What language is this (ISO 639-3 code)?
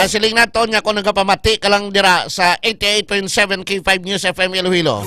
hil